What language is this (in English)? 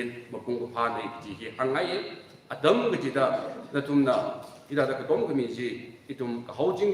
Tangkhul Naga (India)